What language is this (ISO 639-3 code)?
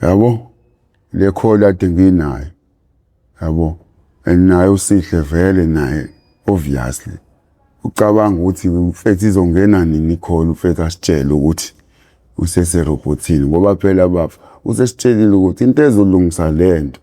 zul